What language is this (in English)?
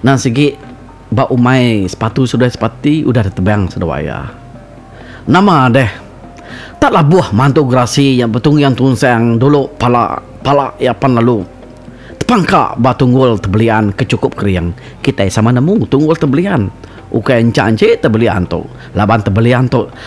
Iban